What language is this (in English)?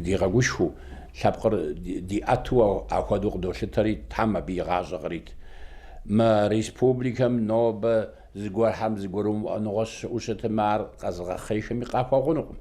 Kabardian